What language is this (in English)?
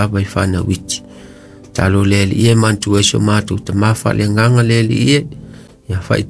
Samoan